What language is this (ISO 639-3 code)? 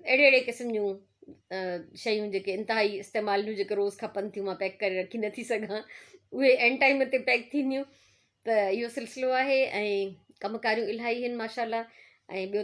snd